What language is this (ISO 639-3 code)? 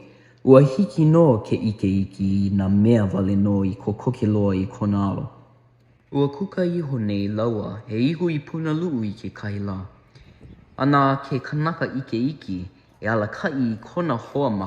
haw